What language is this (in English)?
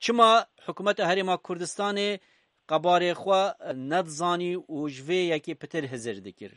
Kurdish